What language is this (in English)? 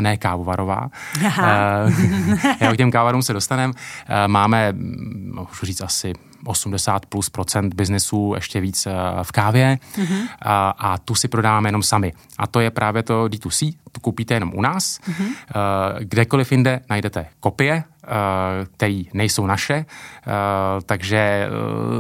Czech